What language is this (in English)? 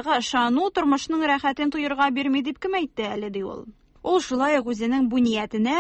Tatar